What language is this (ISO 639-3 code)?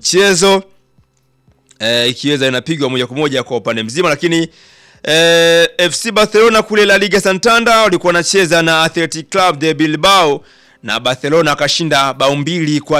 swa